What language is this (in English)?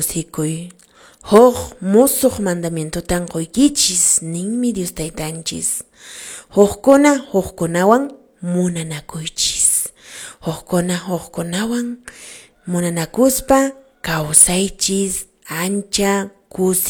Quechua